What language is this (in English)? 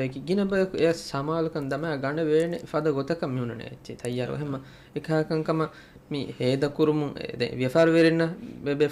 Divehi